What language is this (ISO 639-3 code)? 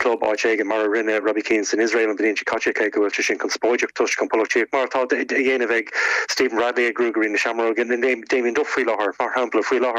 gle